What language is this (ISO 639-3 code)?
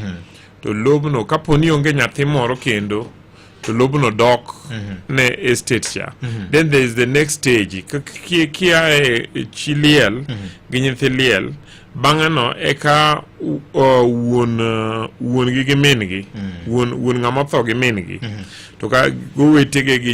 luo